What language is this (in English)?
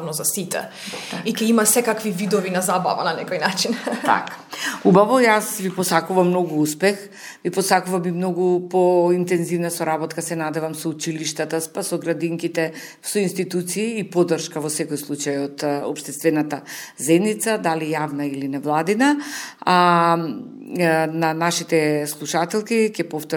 Macedonian